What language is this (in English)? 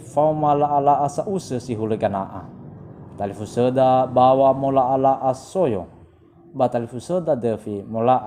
Nias